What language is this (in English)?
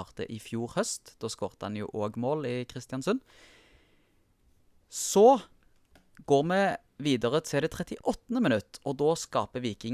Norwegian